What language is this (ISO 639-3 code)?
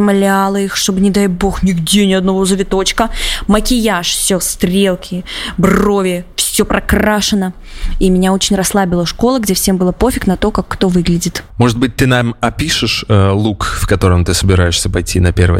rus